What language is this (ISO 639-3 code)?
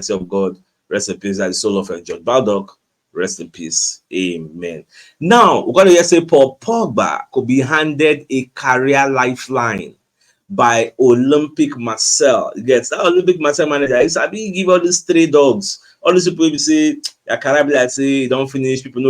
pcm